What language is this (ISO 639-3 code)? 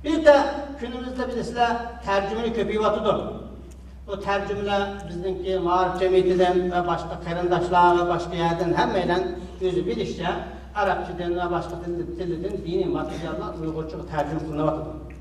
uig